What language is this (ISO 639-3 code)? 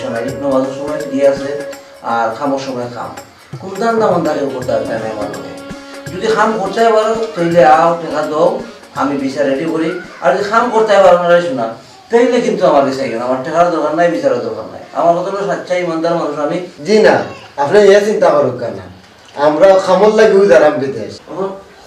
syl